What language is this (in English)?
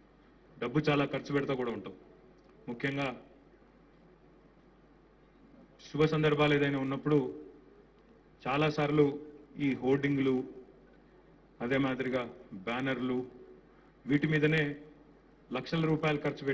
Telugu